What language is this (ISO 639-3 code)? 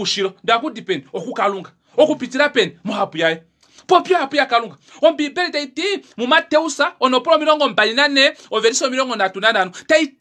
kua